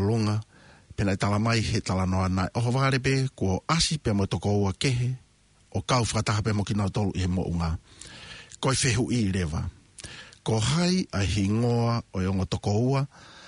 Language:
Tongan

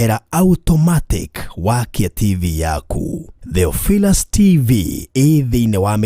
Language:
Kikuyu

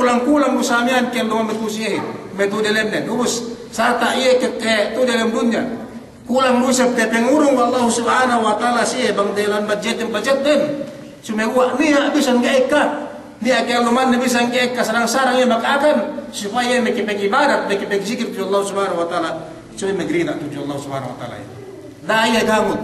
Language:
Yakan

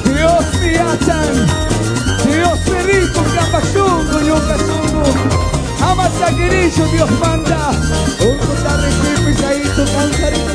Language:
Chimborazo Highland Quichua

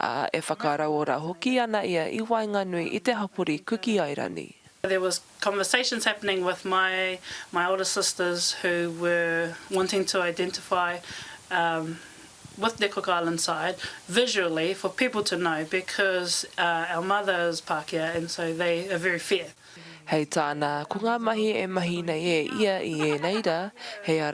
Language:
Māori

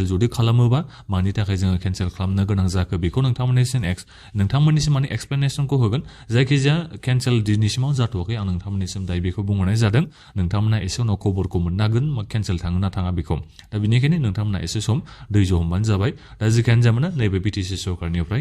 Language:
Bodo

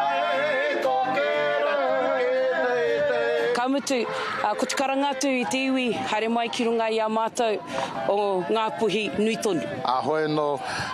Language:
Māori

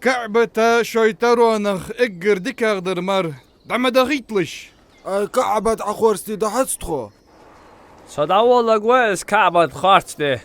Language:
Ingush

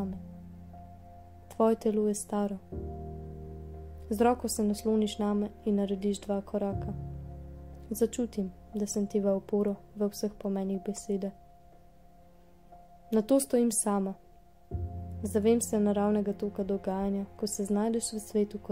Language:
Slovenian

